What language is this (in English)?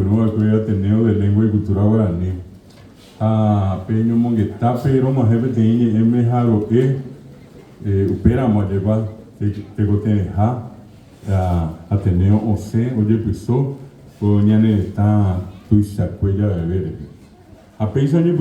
Guarani